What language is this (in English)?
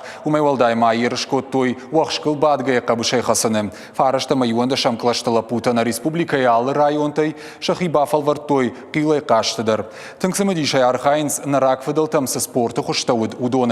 Ossetic